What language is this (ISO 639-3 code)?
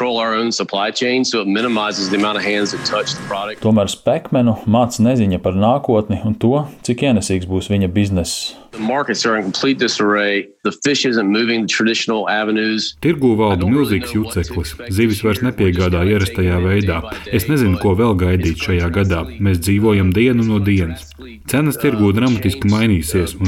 lav